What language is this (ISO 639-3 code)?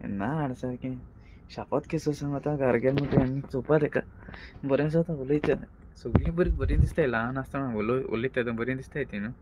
kok